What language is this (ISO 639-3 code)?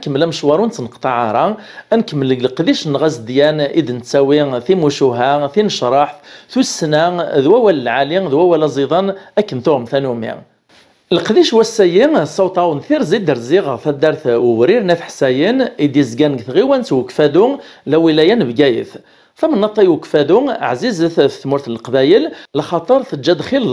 kab